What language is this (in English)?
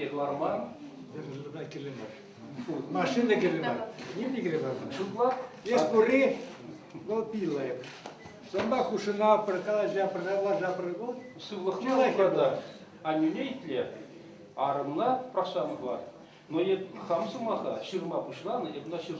Chuvash